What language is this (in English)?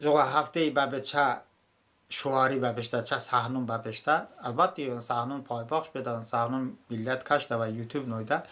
Talysh